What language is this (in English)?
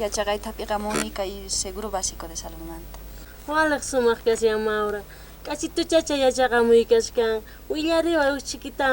South Bolivian Quechua